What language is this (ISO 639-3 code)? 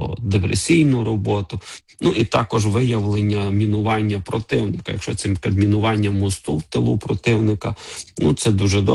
ukr